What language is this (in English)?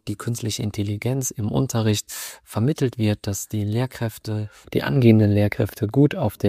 German